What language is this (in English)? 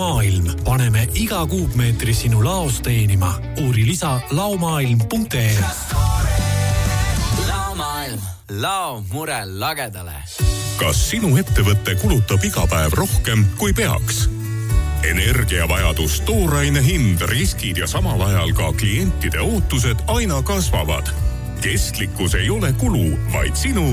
Estonian